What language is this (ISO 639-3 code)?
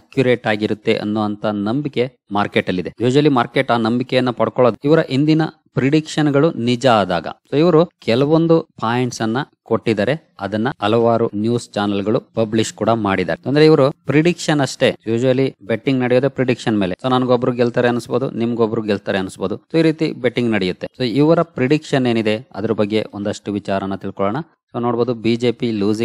kan